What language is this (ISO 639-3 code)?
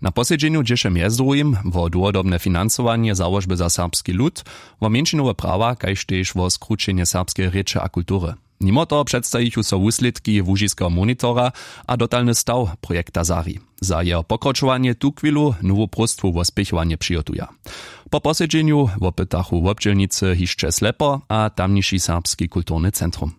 hsb